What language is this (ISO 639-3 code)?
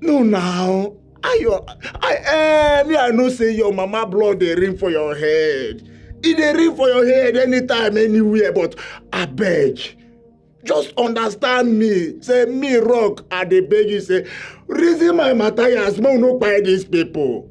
pcm